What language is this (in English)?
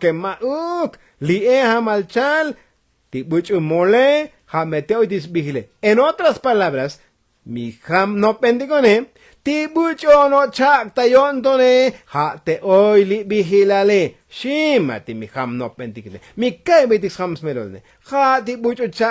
Tzotzil